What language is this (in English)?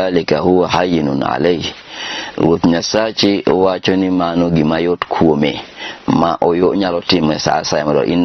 Luo (Kenya and Tanzania)